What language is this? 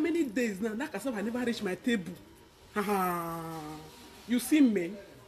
Nigerian Pidgin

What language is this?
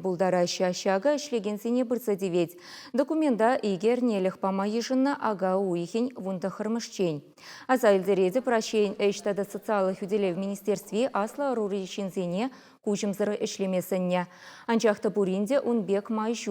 Chuvash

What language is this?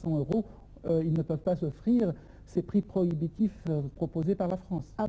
French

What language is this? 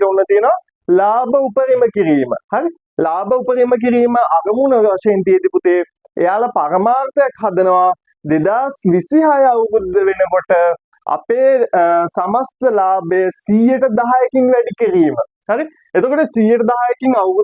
Sinhala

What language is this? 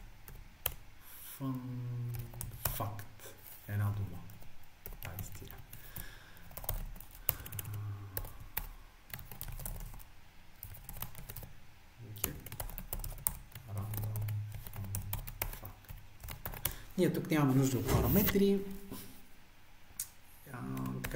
Bulgarian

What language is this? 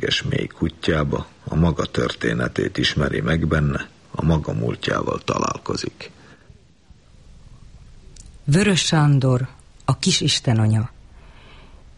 Hungarian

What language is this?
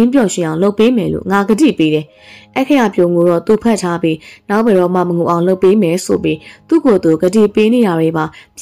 Burmese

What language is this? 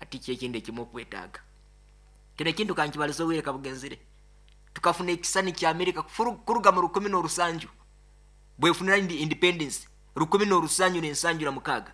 Nyankole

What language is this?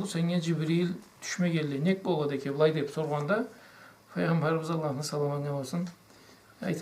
Karachay-Balkar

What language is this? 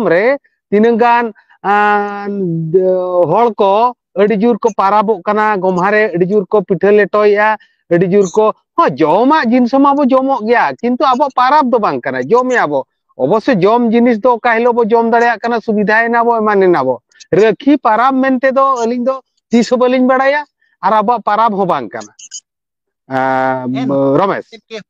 Santali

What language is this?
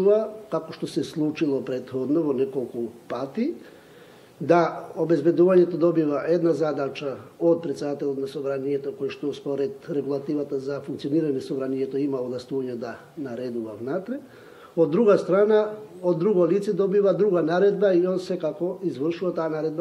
Macedonian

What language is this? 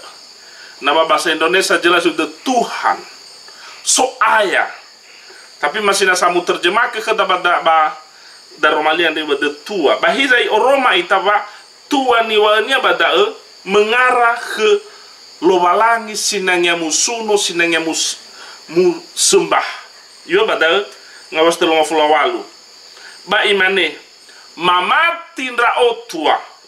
Nias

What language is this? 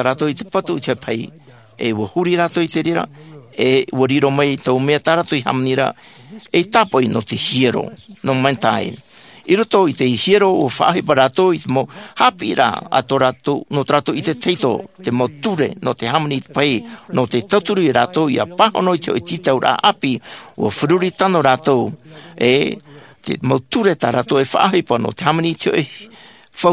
Tahitian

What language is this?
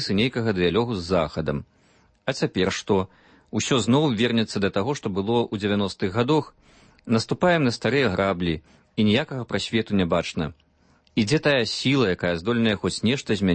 Belarusian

